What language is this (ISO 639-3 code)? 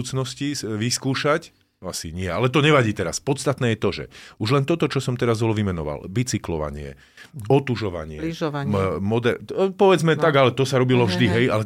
slk